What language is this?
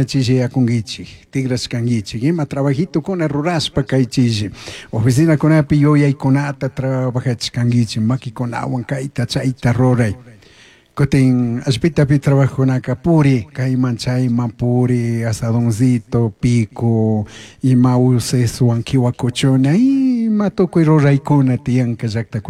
Chimborazo Highland Quichua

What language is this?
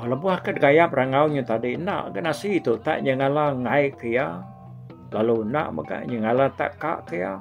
Iban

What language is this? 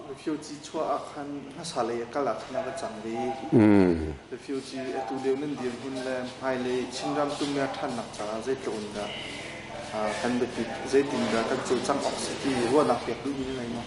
Hakha Chin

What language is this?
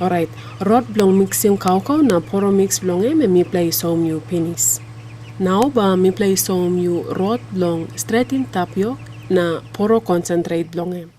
Tok Pisin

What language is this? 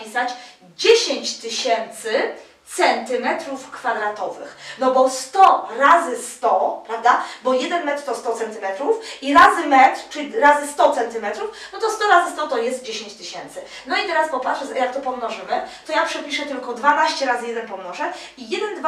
Polish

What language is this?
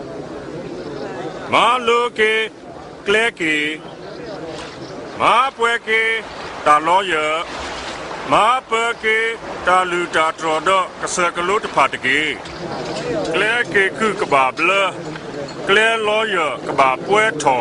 S'gaw Karen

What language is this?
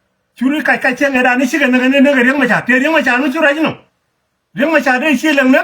Nuer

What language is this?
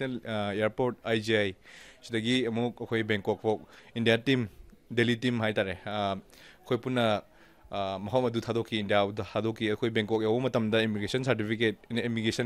Manipuri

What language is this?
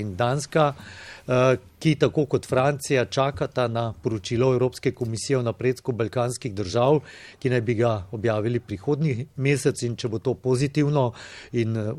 Slovenian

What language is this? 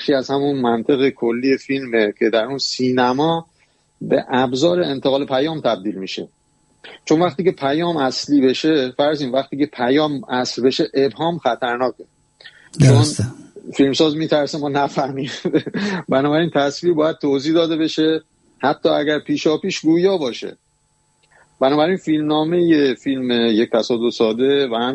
Persian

